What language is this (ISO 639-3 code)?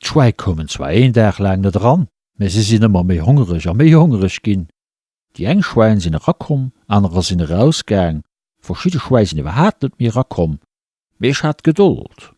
ltz